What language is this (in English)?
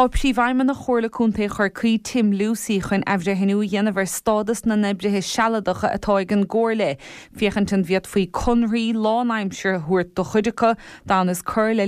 Irish